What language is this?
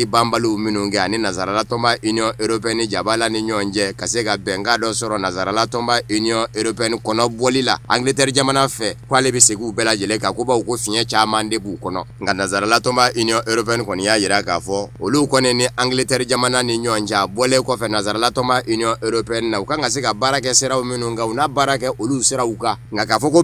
Bambara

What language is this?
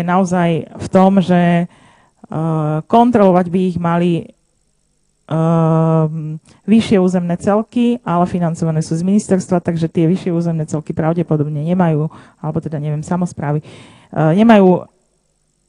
Slovak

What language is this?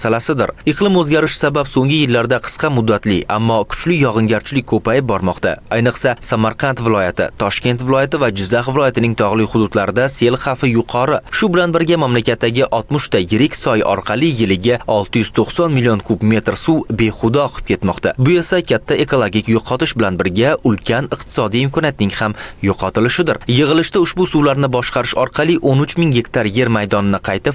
Uzbek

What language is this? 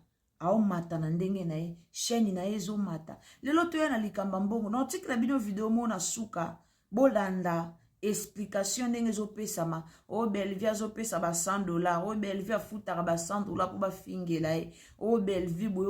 Lingala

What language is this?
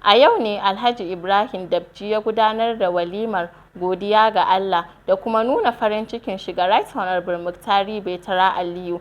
Hausa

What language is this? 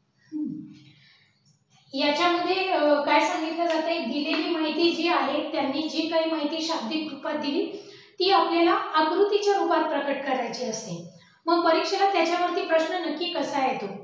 Marathi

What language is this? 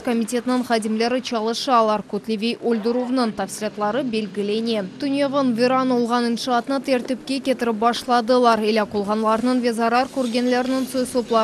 Crimean Tatar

